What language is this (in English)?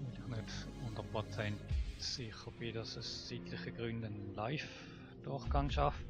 Swiss German